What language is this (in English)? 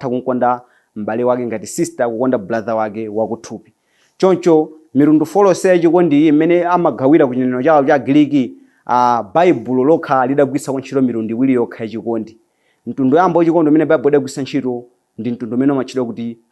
Nyanja